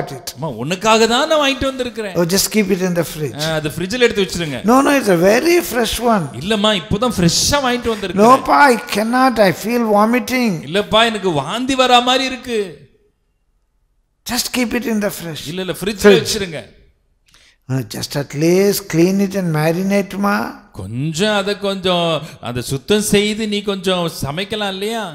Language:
Tamil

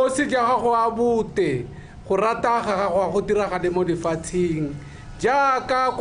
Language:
Tswana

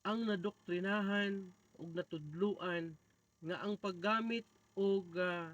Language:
Cebuano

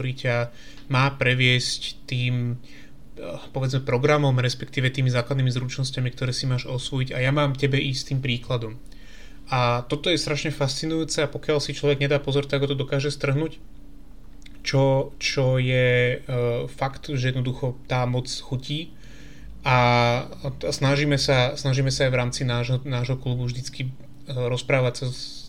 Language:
Slovak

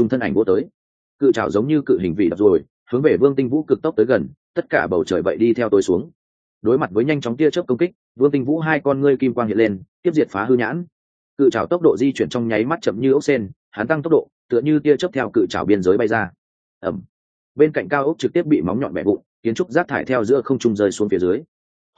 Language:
Vietnamese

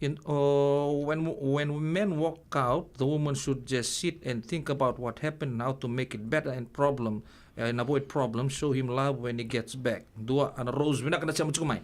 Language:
Fijian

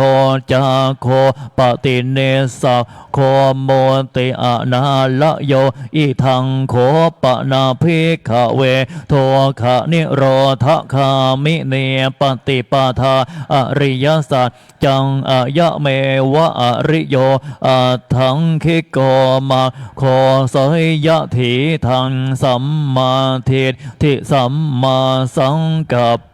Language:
Pali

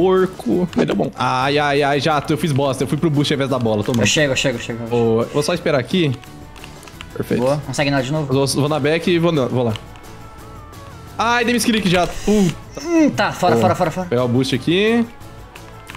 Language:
Portuguese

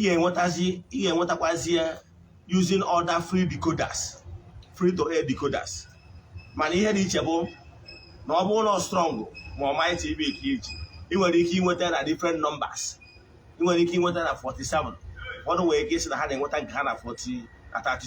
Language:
Igbo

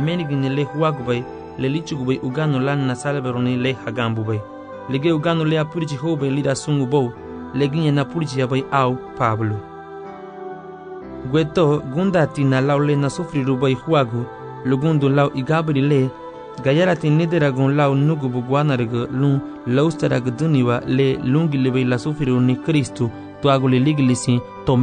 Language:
Garifuna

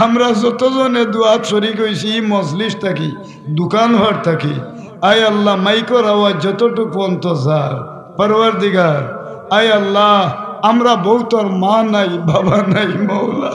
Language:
Sylheti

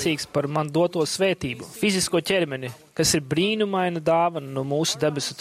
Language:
Latvian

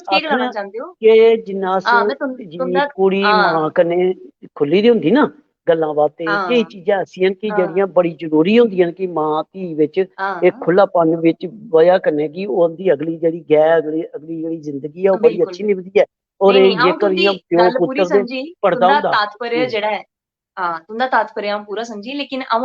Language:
Dogri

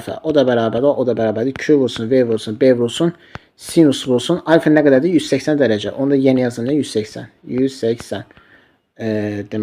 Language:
Azerbaijani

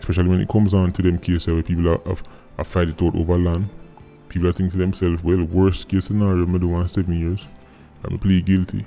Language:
Jamaican Creole English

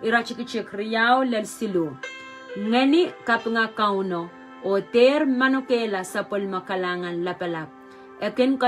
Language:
Pohnpeian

